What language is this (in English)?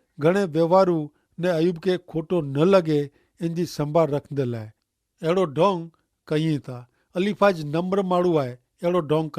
Kachhi